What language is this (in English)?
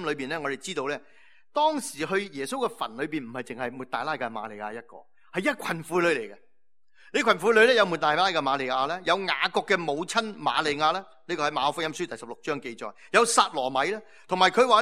Cantonese